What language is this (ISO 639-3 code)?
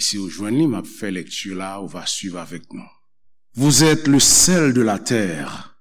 hat